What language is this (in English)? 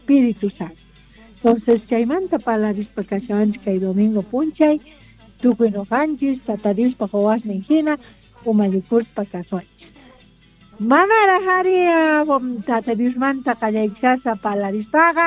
South Bolivian Quechua